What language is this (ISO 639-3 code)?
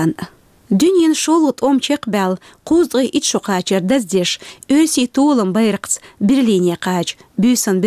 che